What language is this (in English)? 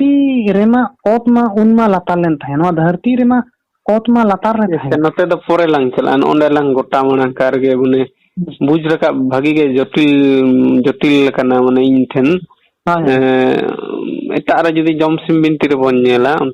Santali